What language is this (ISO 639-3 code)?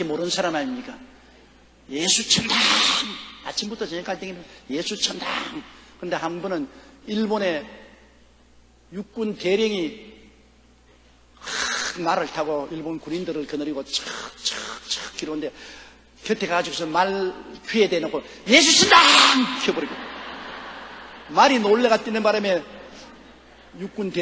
kor